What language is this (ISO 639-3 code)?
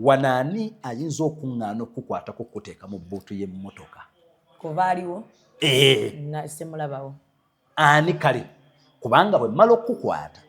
lug